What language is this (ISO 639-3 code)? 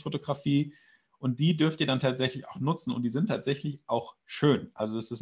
deu